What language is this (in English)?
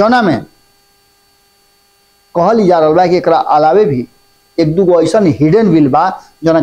Bhojpuri